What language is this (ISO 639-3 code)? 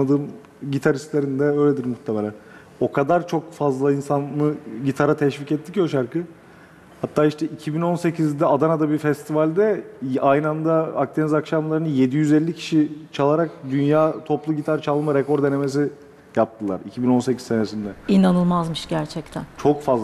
tur